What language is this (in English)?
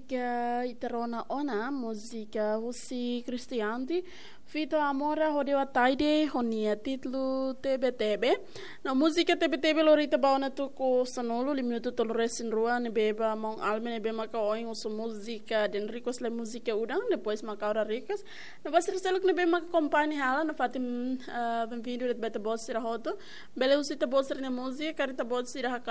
Tetum